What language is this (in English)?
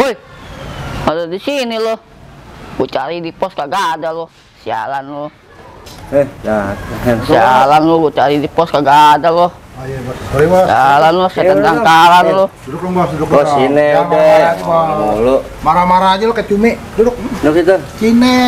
Betawi